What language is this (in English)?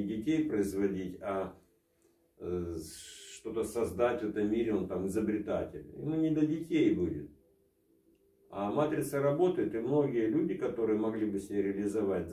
Russian